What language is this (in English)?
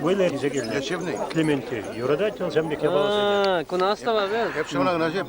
Chuvash